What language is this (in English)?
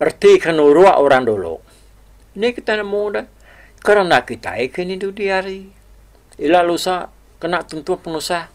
Iban